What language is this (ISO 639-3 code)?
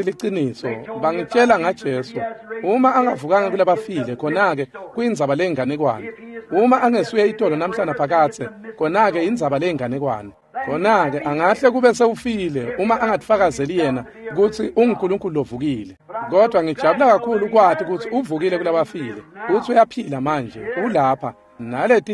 ssw